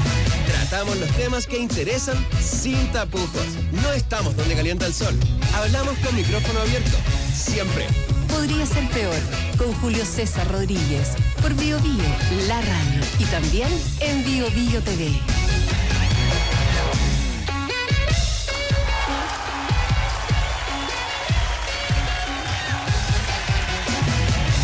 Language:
Spanish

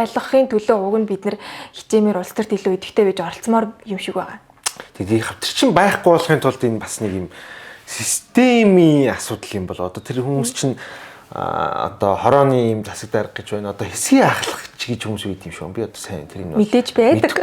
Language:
Mongolian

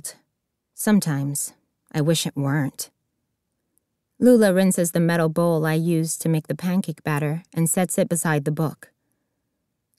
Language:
English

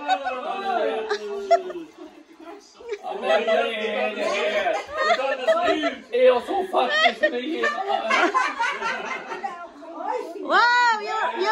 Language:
Filipino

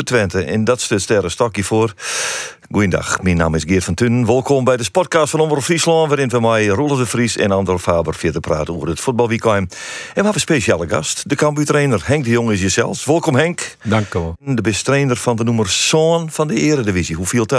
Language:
Western Frisian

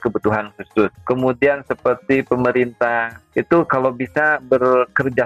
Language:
Indonesian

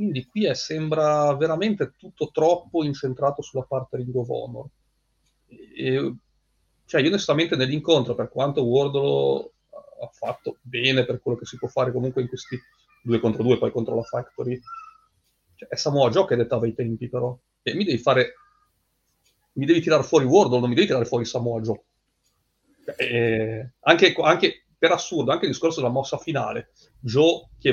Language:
Italian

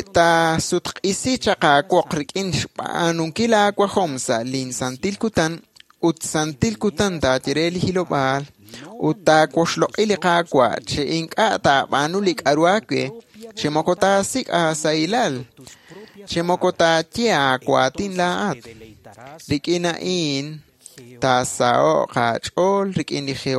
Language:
Kekchí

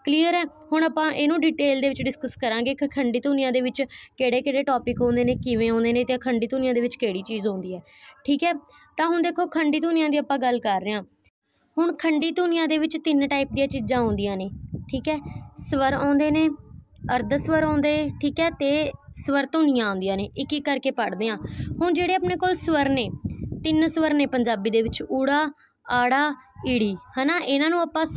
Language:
Punjabi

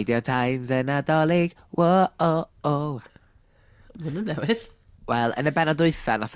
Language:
Welsh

